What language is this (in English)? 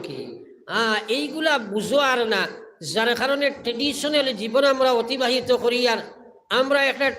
Sylheti